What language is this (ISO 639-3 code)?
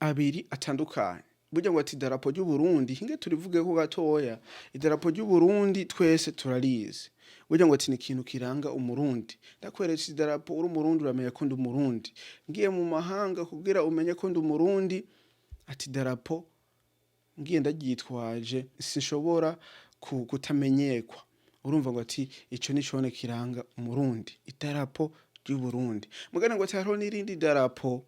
run